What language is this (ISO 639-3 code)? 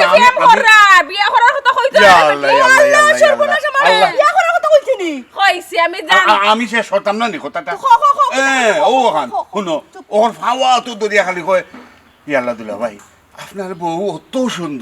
syl